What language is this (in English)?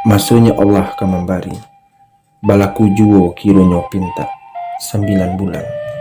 Minangkabau